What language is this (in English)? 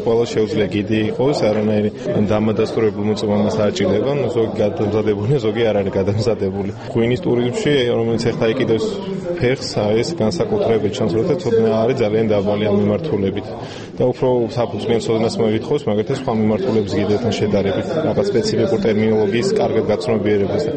Georgian